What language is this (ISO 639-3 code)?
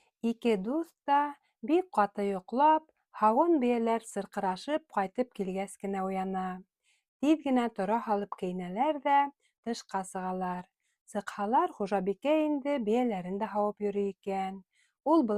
bak